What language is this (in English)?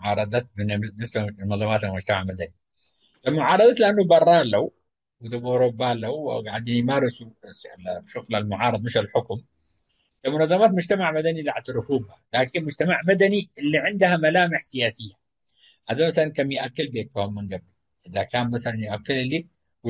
Tigre